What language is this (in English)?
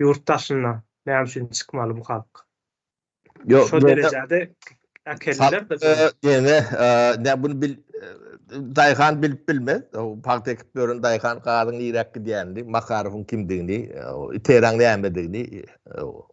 Turkmen